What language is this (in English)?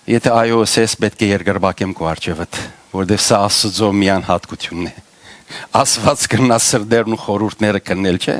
Western Armenian